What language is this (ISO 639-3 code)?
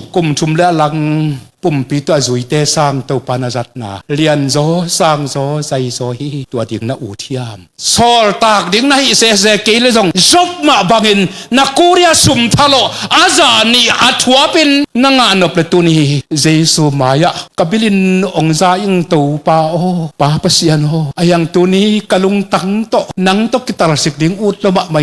ctd